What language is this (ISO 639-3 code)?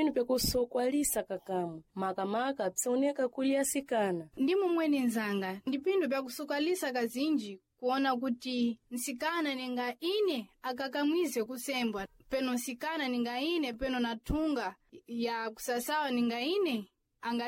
seh